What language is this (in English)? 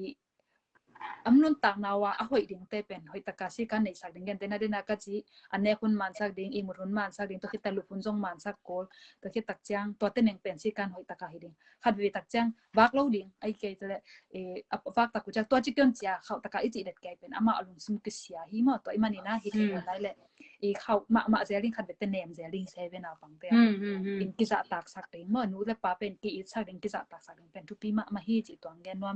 Tedim Chin